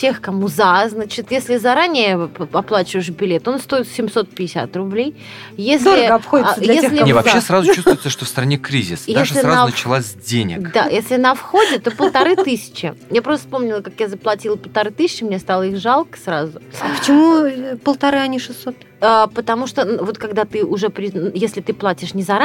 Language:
Russian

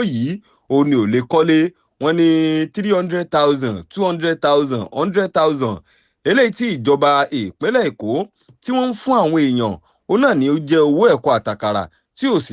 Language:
Yoruba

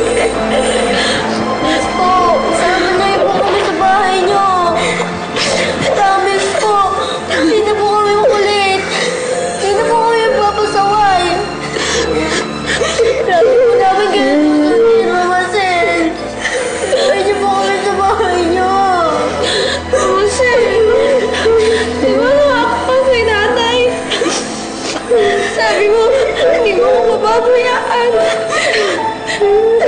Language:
Filipino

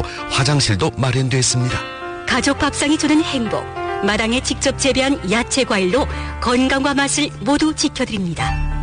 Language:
Korean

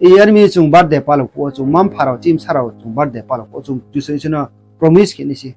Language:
Riang (India)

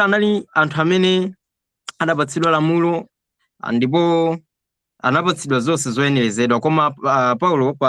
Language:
Nyanja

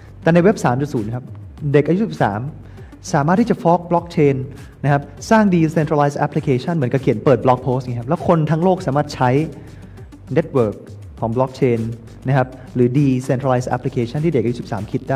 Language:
Thai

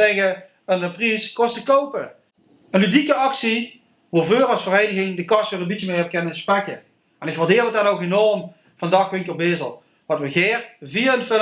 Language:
Limburgish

